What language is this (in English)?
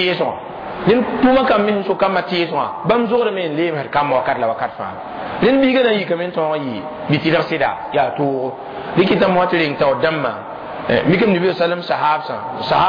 Mossi